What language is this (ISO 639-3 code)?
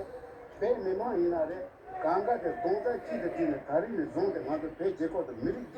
bod